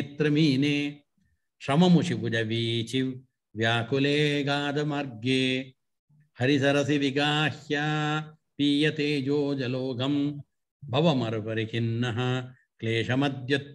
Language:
Sanskrit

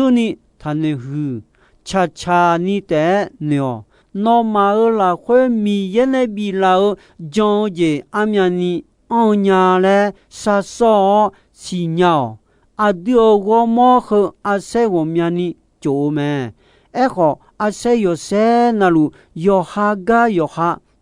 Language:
Akha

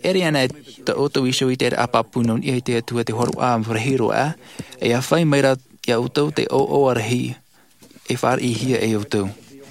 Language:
Tahitian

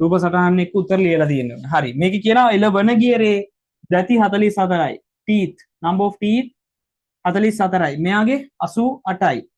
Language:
Sinhala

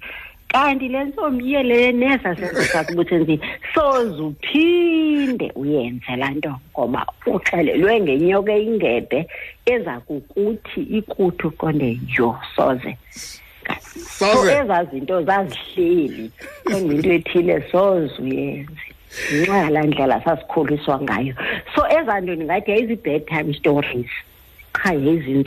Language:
Xhosa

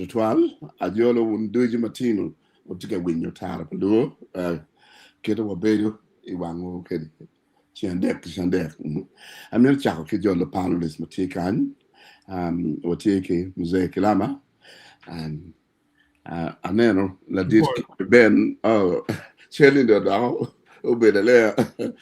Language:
Acoli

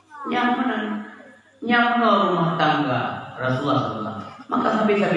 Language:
Achinese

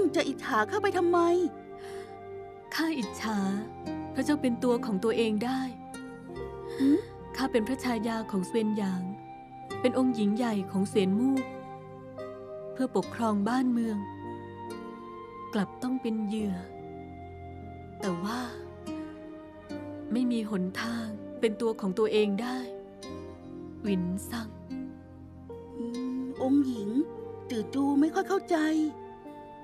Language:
Thai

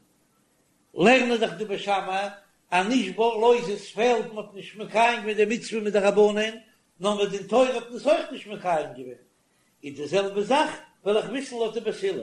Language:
Yiddish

